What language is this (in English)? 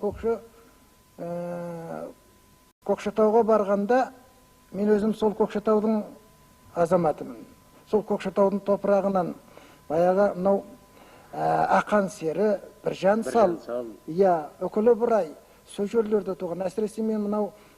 Kazakh